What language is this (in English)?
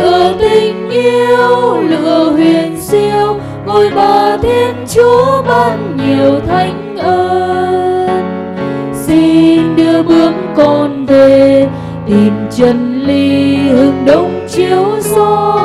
Vietnamese